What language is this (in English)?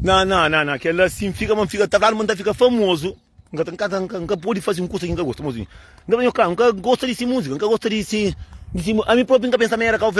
Kabuverdianu